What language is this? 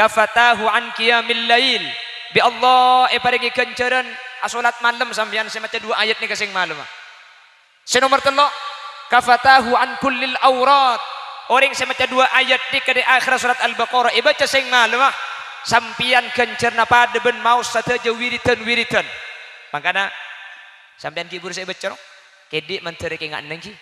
Madurese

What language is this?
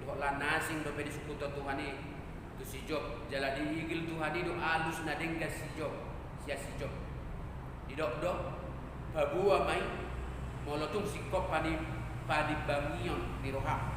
Batak Toba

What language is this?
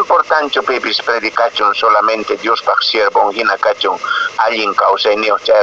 Quechua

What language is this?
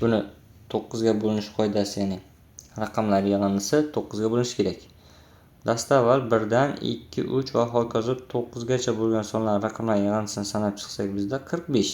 Uzbek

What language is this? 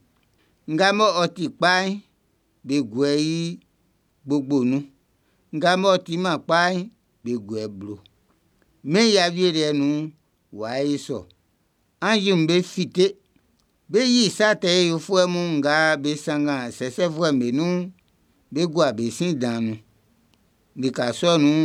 Baoulé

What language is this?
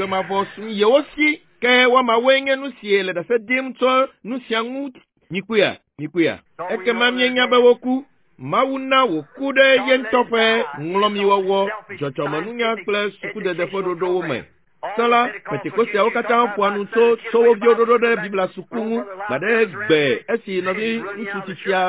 Ewe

